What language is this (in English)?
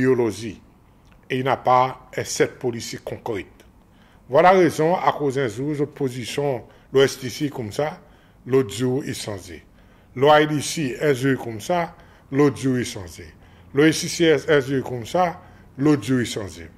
Seselwa Creole French